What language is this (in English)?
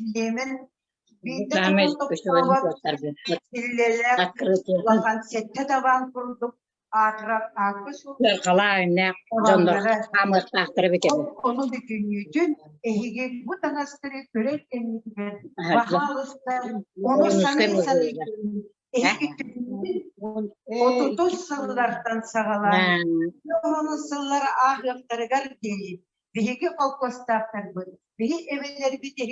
Yakut